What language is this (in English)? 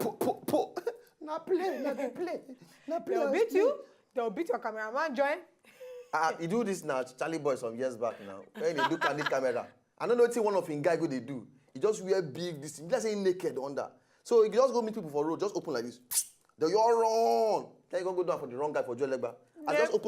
Nigerian Pidgin